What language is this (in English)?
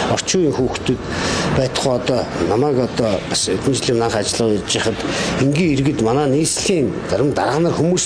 Mongolian